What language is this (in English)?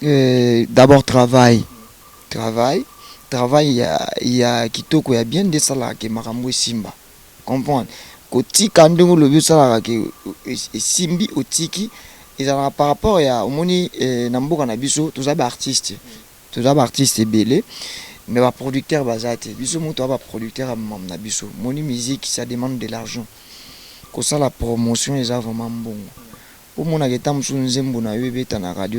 Lingala